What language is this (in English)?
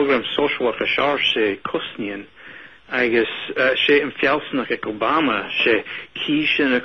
Scottish Gaelic